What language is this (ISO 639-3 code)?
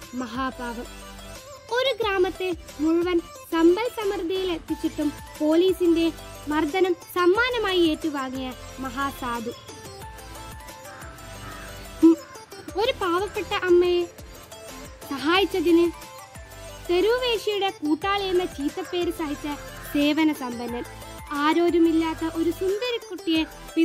mal